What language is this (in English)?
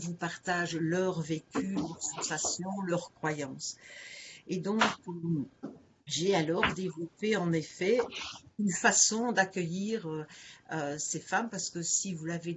French